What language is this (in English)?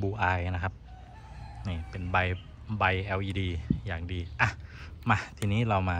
Thai